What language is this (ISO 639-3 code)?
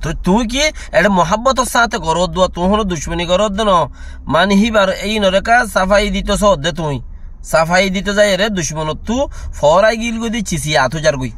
rhg